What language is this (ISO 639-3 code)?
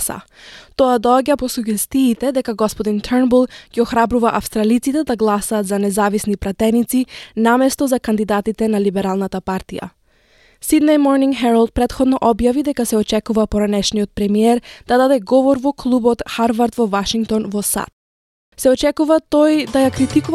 mkd